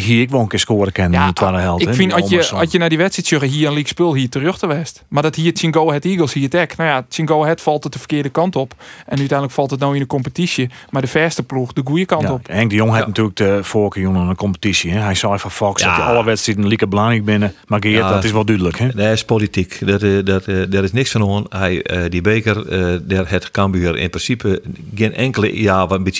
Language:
Western Frisian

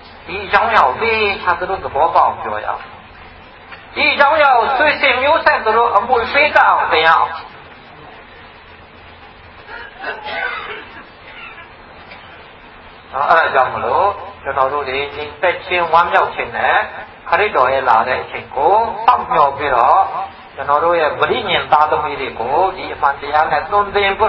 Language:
Burmese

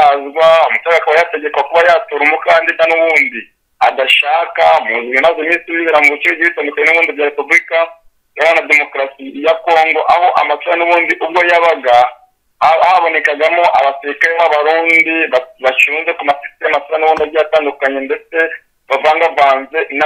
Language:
Kinyarwanda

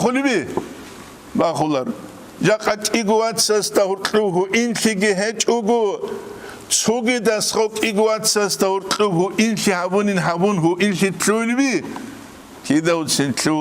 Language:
Avaric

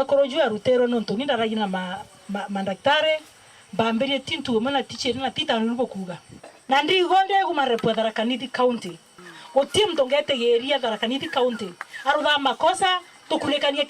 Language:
Meru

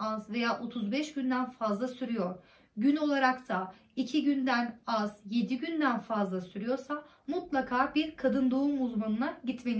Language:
Turkish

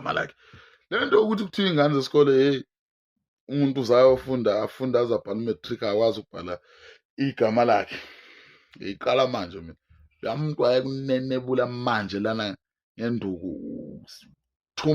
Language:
Zulu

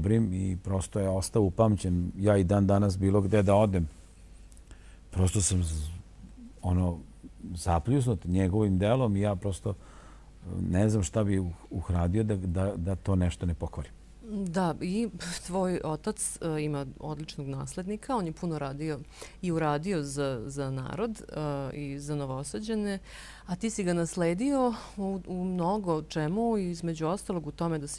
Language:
Serbian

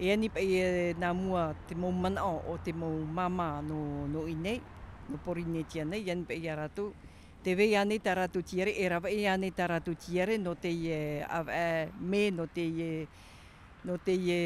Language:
Tahitian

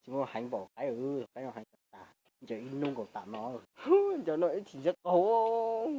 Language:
Hmong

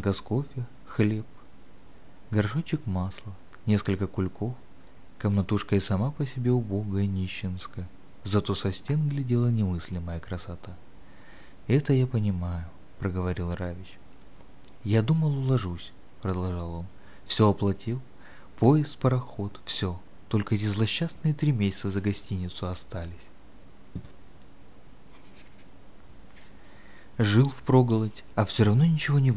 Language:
Russian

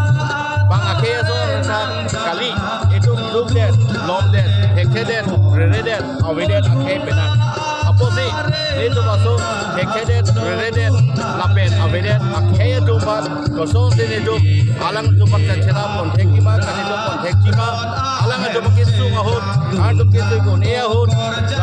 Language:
Karbi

